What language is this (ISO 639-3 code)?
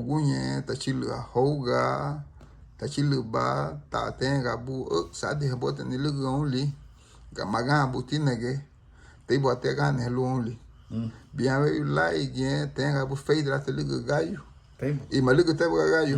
cab